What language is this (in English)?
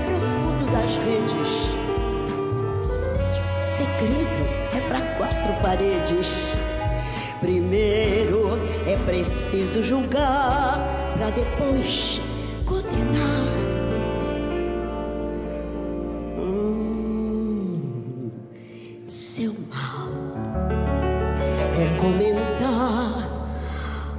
Portuguese